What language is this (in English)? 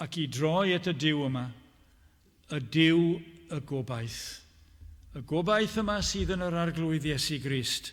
Welsh